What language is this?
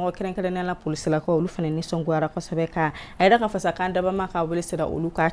Bambara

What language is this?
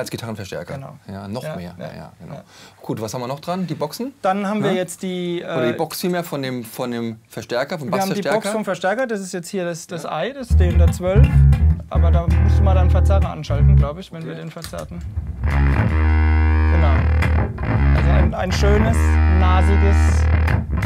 German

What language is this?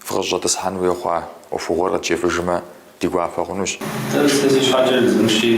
Kabardian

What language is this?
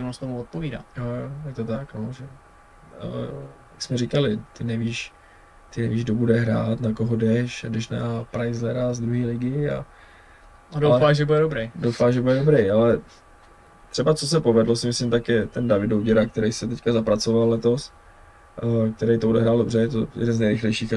Czech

